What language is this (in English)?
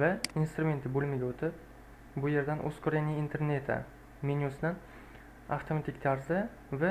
Uzbek